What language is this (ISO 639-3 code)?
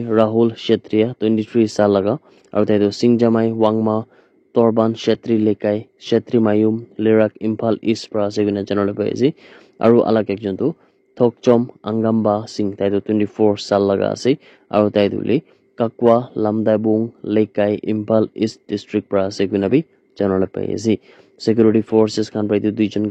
nag